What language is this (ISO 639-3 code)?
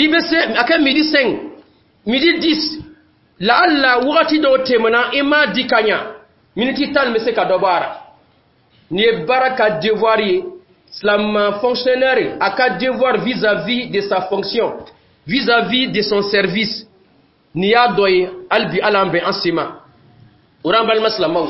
dyu